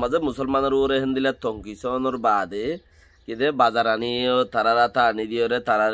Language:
Rohingya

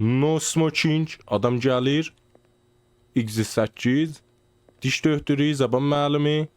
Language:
South Azerbaijani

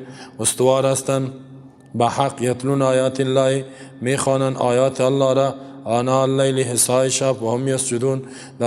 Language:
Persian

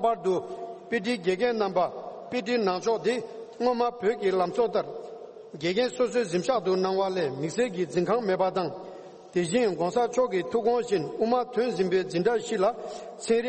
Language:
Tibetan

